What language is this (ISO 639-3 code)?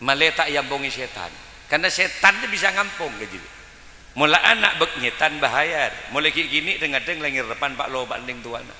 mad